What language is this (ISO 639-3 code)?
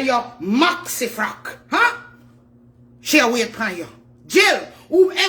jam